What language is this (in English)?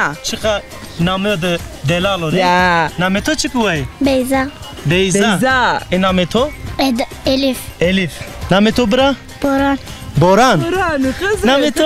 Zaza